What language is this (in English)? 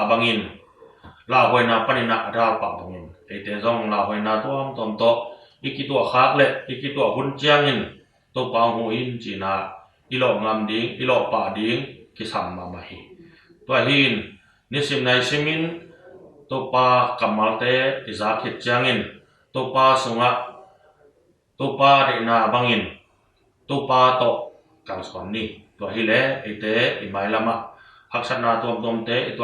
Tedim Chin